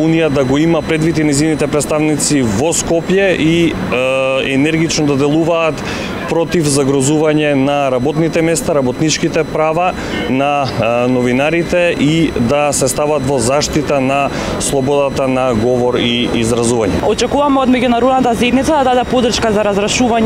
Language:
Macedonian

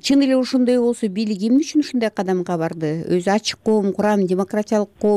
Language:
Kyrgyz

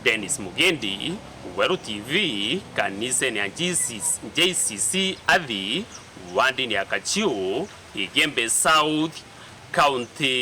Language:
Meru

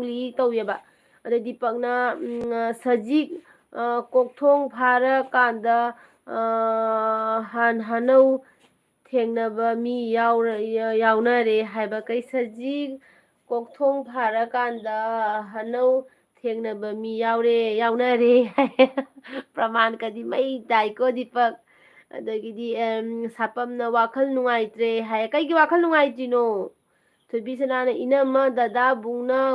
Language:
Manipuri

